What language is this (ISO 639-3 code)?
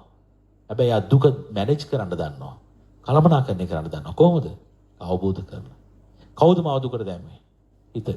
sin